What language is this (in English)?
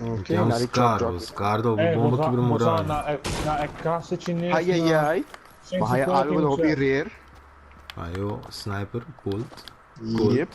Papiamento